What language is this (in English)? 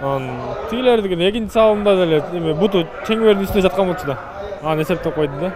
Kyrgyz